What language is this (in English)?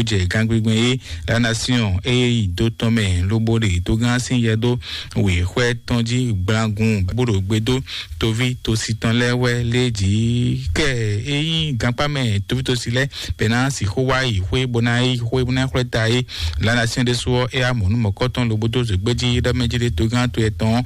Fon